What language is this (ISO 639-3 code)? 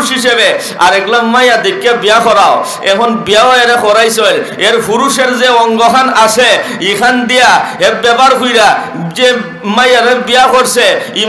syl